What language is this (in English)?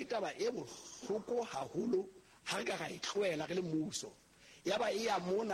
Southern Sotho